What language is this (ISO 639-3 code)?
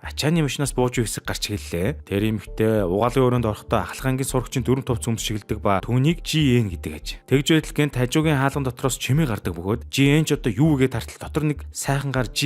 mon